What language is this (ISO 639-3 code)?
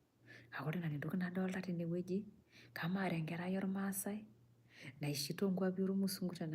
mas